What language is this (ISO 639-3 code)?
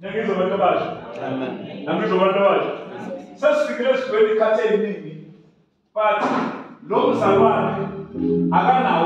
zul